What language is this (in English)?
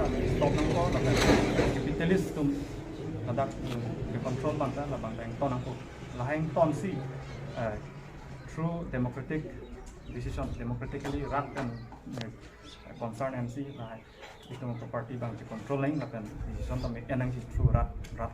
Karbi